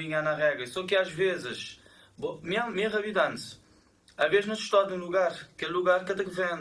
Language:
Kabuverdianu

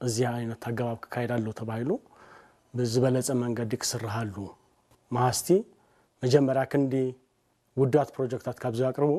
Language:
Tigrinya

